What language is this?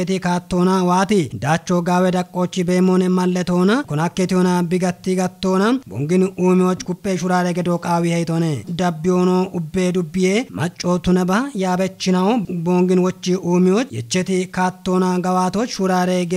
Kafa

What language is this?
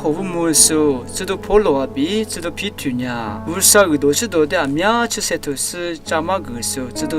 Lisu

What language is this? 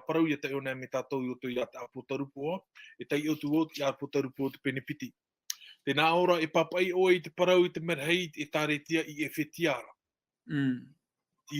Tahitian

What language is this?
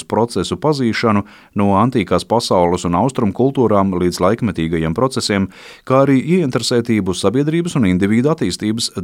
Latvian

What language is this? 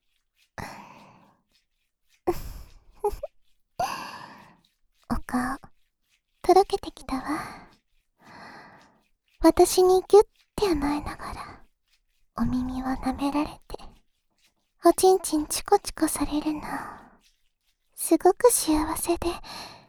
Japanese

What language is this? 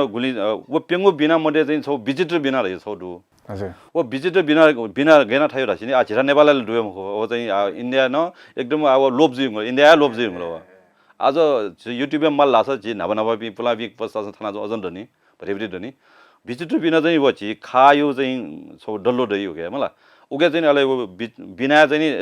Newari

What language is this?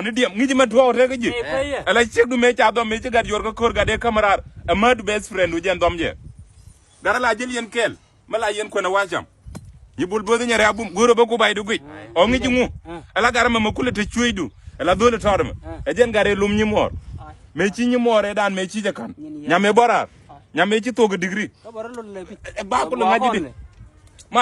Nuer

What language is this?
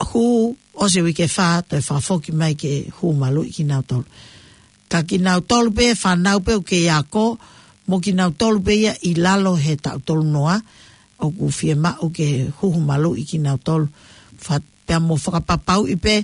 Tongan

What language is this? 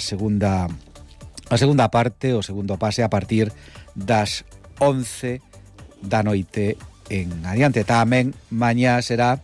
Galician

